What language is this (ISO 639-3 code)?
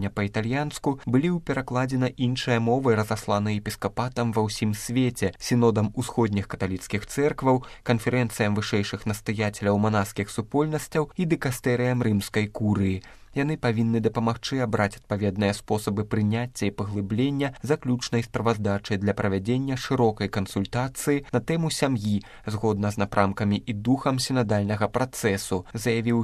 bel